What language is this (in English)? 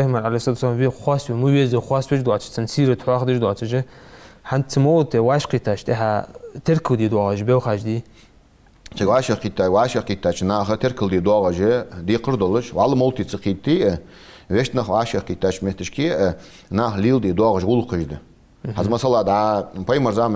Ingush